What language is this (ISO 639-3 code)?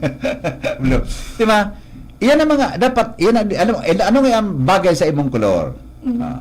bik